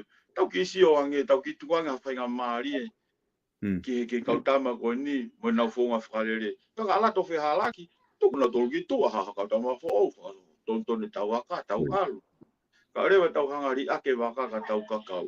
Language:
Tongan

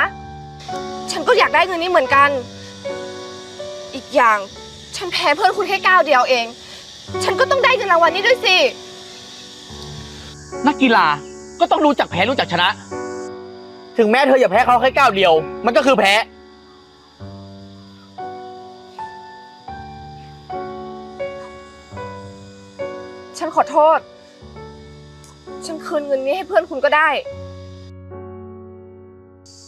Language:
Thai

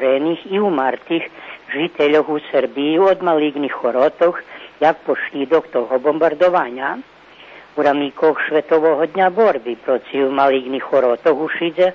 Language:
Rusyn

